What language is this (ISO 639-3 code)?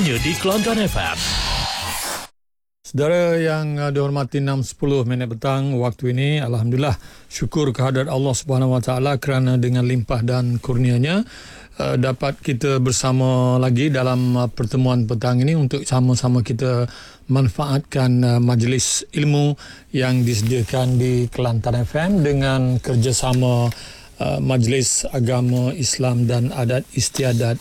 msa